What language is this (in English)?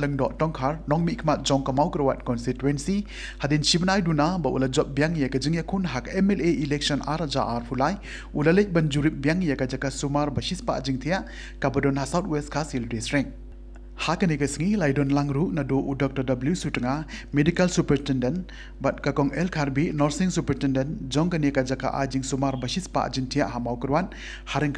Khasi